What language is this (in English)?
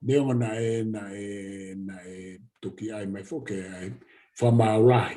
Tongan